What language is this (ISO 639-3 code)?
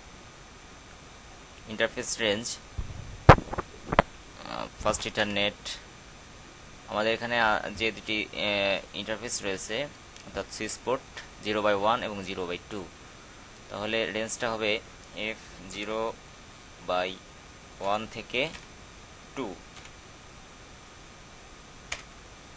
ben